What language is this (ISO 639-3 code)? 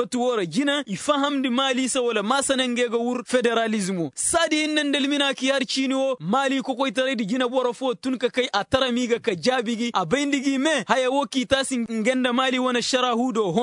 ses